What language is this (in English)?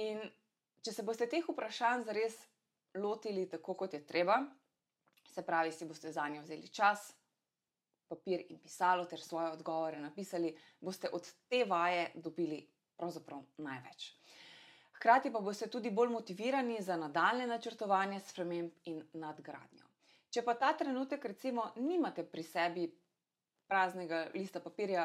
Slovenian